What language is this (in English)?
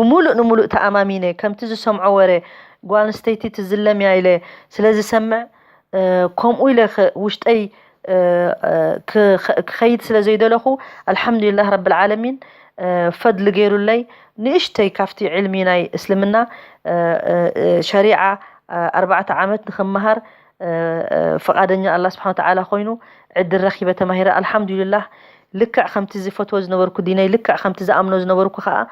Tigrinya